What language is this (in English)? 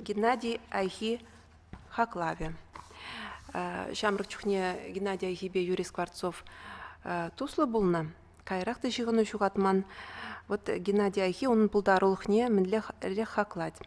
Chuvash